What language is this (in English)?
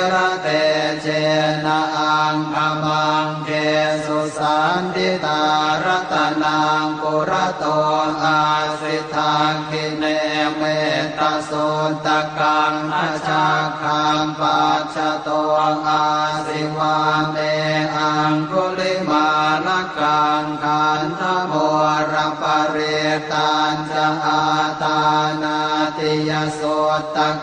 Pali